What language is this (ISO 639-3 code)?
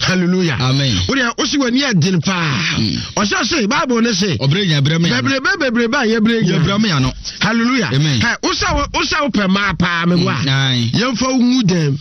aka